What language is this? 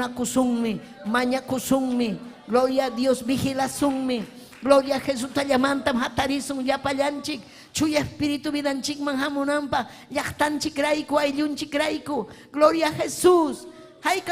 Ayacucho Quechua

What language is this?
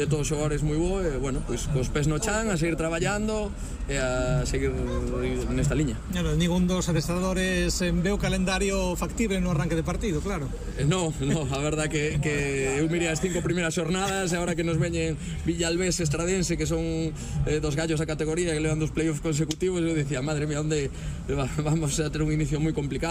Galician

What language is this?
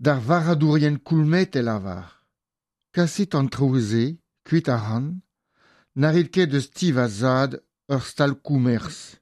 Breton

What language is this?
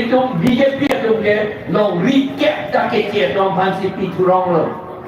Karbi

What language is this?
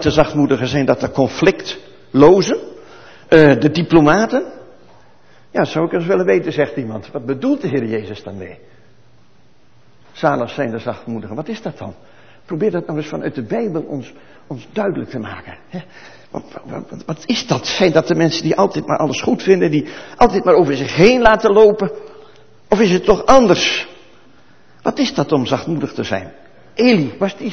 Dutch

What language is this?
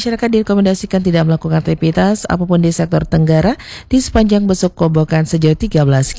Indonesian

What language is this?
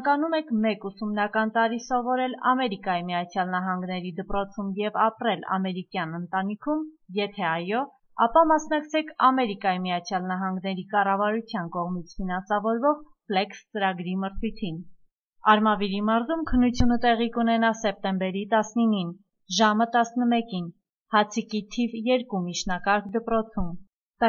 Armenian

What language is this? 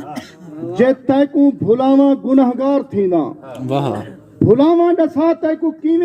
Saraiki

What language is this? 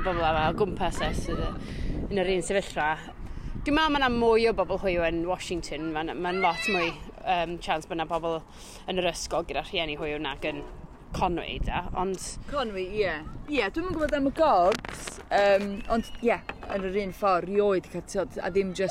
Welsh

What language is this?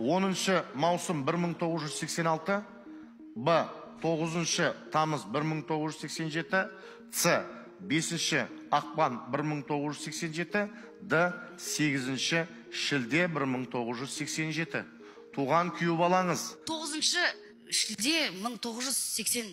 Kazakh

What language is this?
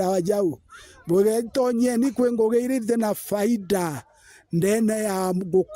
Meru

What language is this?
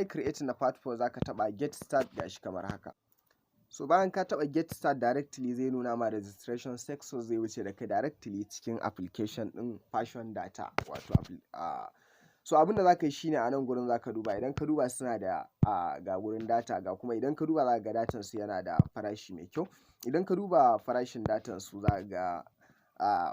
Hausa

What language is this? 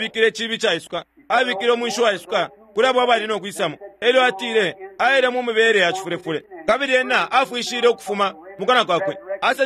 Bemba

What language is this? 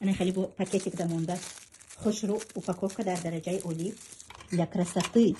Tajik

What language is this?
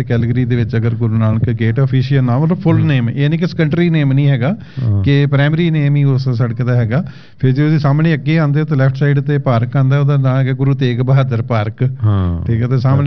Punjabi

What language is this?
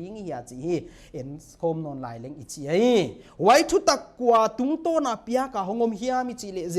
Paite Chin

